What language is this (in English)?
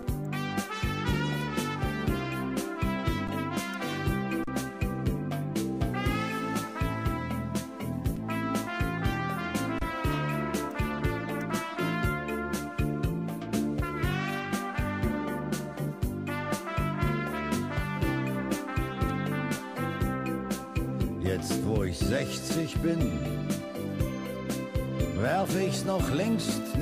German